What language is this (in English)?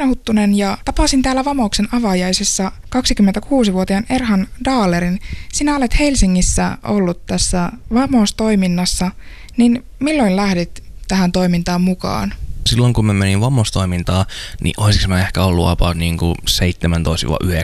Finnish